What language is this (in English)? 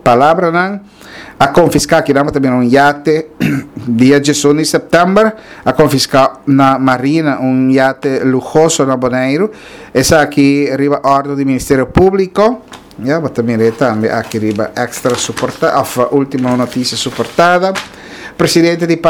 Papiamento